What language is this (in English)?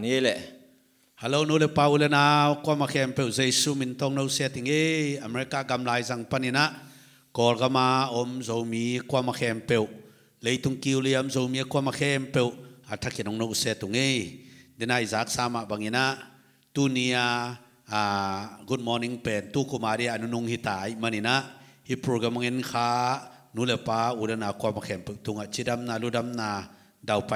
Tedim Chin